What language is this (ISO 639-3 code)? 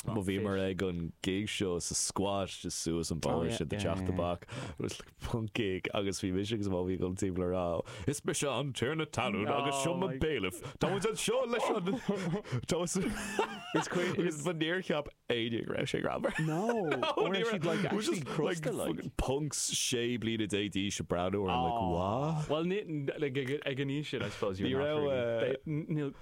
gle